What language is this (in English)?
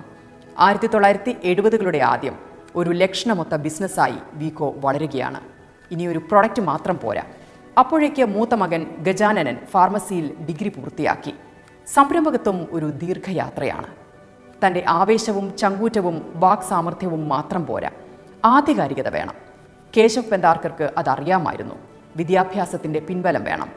Malayalam